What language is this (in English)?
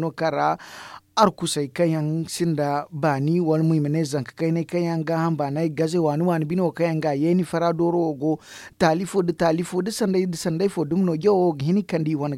Zarma